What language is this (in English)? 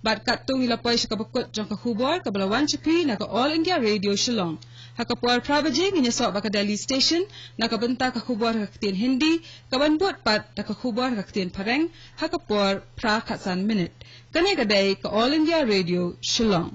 Khasi